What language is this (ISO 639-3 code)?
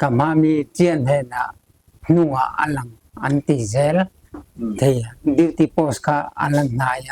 lus